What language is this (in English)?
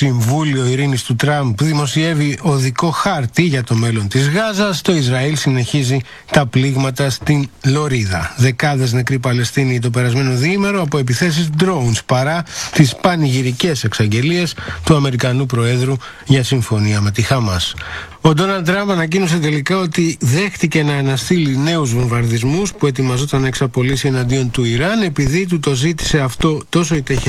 Greek